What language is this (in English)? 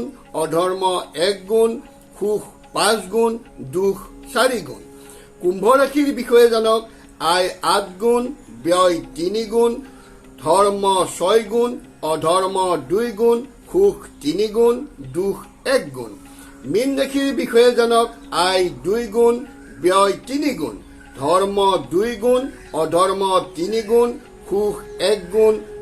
Assamese